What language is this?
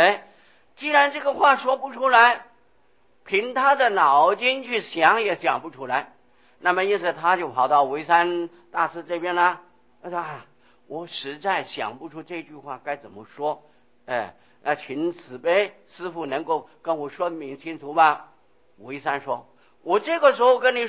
Chinese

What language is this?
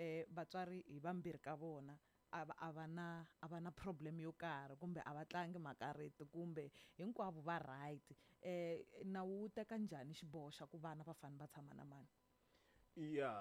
Tsonga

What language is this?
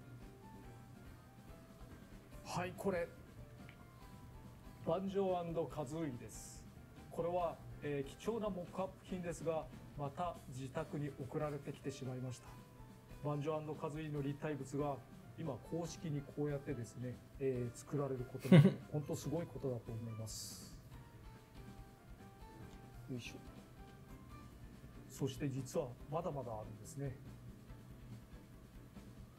Japanese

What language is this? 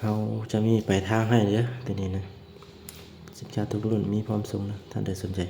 Lao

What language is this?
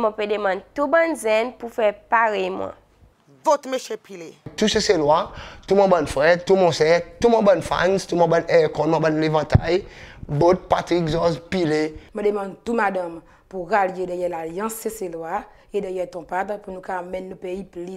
Seselwa Creole French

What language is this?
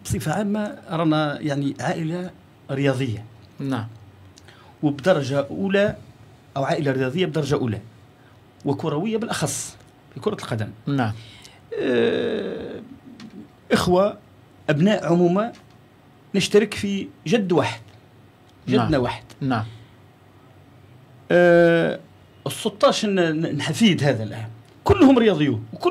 Algerian Arabic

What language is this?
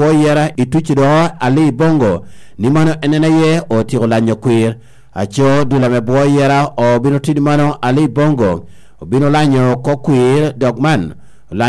Lango (Uganda)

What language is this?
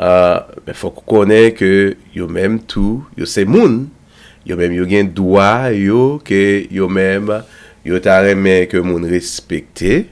Haitian Creole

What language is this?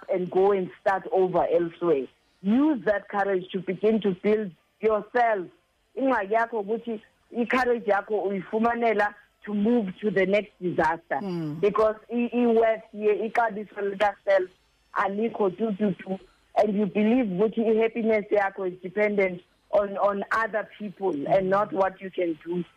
Xhosa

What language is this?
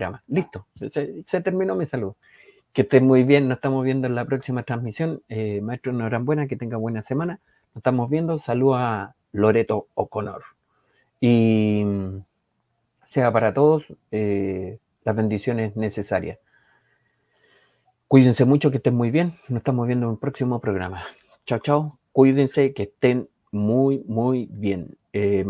Spanish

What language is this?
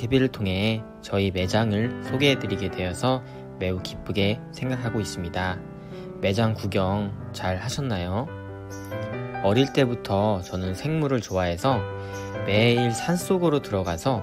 Korean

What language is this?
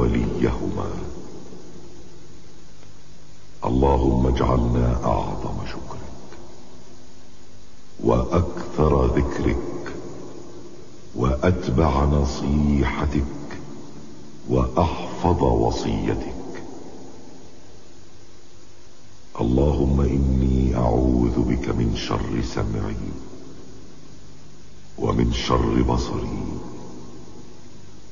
Arabic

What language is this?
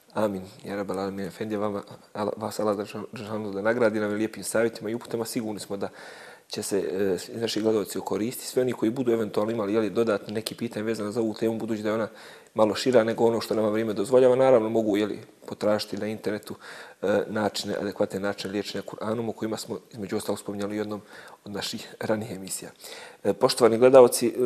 Bosnian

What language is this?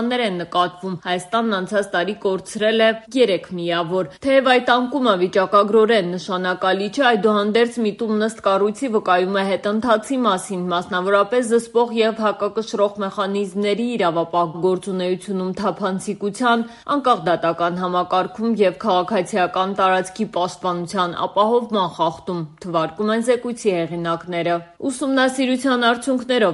Armenian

